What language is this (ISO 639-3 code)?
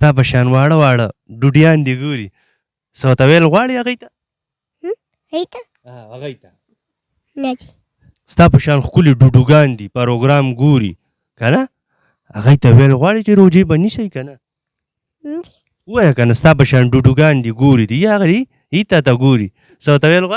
pus